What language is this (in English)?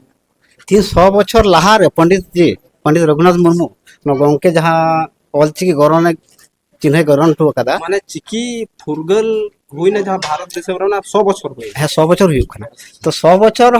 Santali